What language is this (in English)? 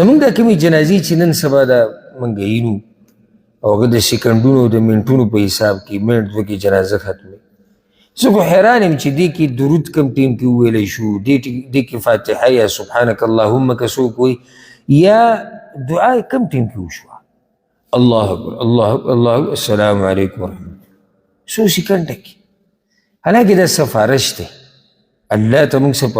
Pashto